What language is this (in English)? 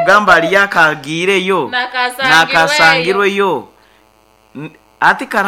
Nyoro